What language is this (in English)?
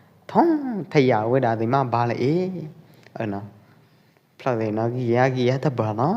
Pwo Eastern Karen